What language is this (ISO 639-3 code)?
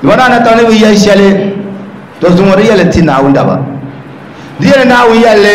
dag